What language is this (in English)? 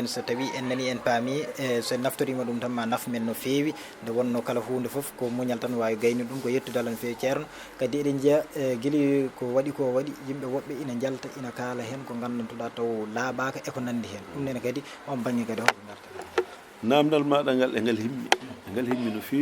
Fula